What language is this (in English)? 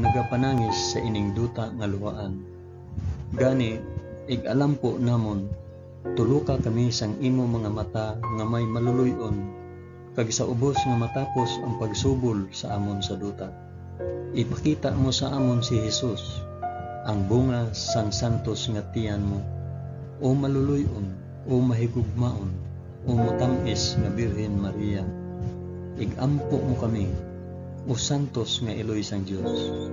Hiligaynon